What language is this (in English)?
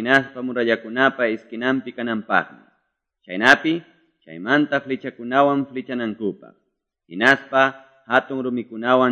Quechua